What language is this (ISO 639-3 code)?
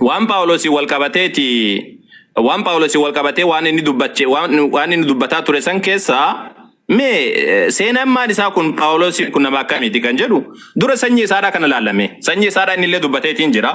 orm